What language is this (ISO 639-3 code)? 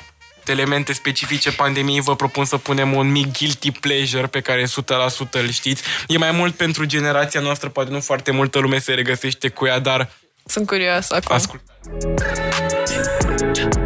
ron